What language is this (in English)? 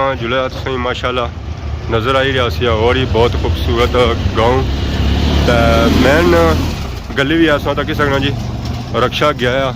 Pahari-Potwari